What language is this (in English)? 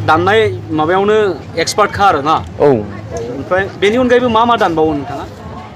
Bodo